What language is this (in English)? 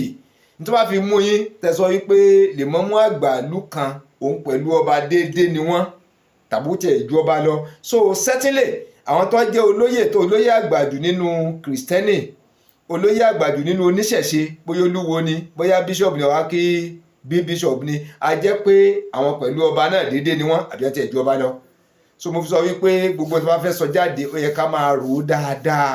Yoruba